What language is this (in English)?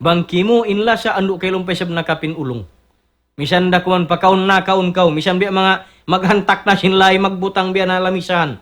Tausug